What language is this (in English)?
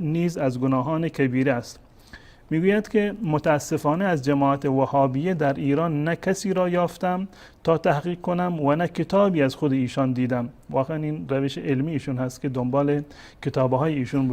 Persian